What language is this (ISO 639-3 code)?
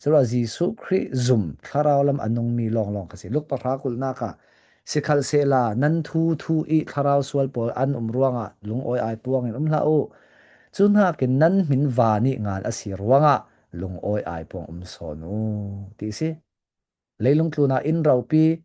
cfm